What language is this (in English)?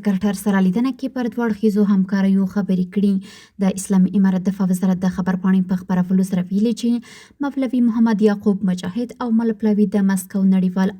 Pashto